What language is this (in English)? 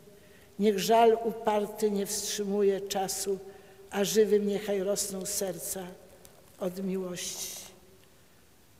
Polish